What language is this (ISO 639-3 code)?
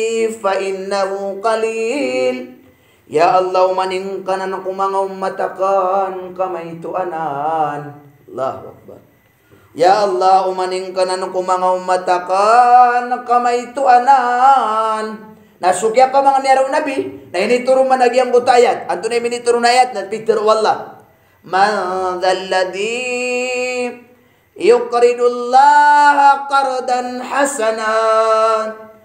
mrw